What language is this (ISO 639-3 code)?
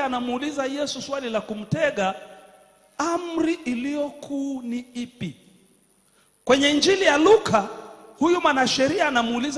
swa